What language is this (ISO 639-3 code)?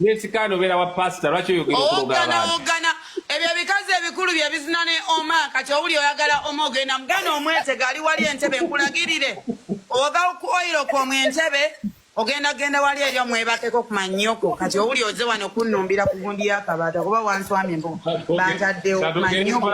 lug